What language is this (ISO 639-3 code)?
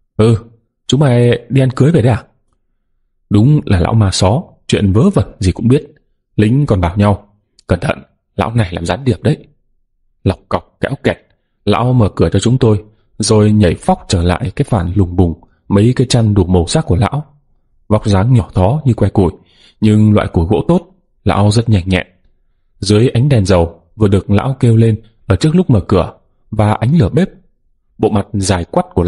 vie